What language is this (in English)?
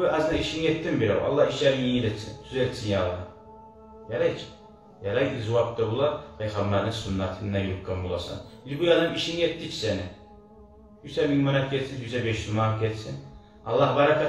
Kumyk